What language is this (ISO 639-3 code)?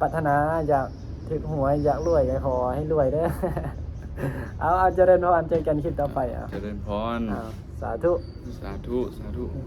lao